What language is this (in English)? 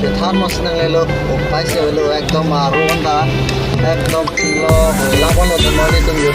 Karbi